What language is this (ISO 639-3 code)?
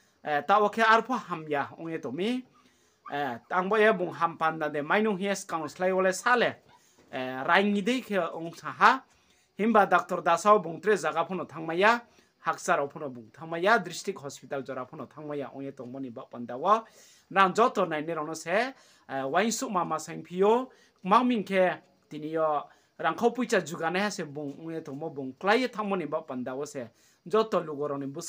ria